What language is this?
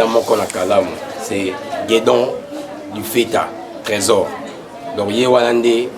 Lingala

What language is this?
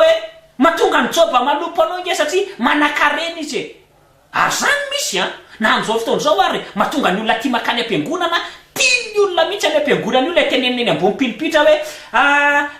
Malagasy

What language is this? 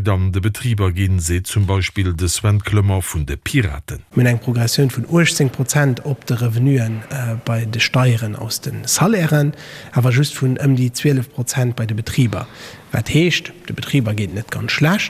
Luxembourgish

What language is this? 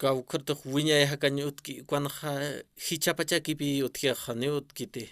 Aymara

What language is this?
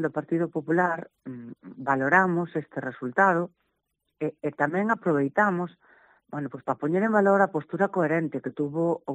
Galician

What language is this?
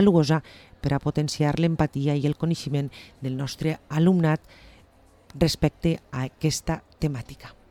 Catalan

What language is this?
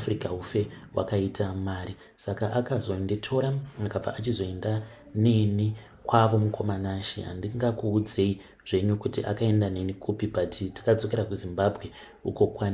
Shona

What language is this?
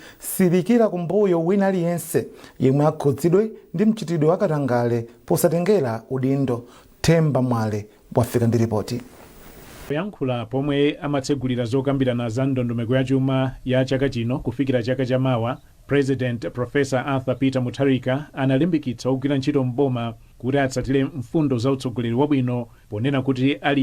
Nyanja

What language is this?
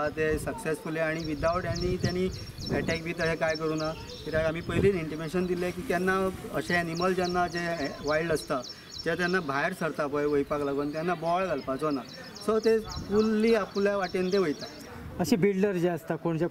Konkani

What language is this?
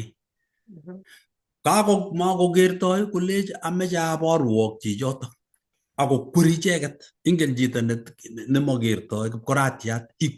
Kalenjin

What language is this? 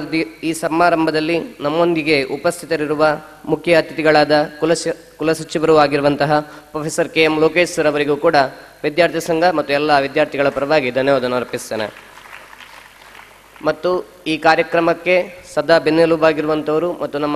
Kannada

